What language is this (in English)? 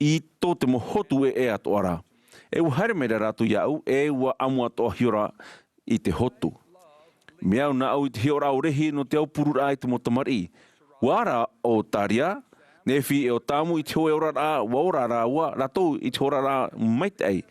Tahitian